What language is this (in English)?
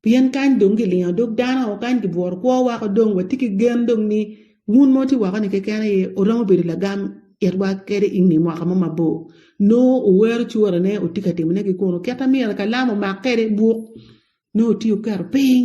Acoli